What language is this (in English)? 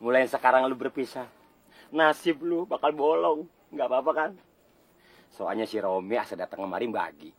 Betawi